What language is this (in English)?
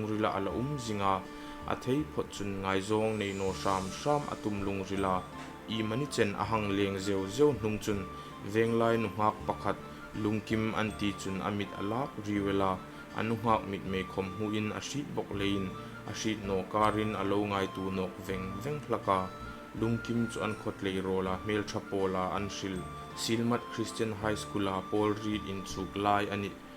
Hmar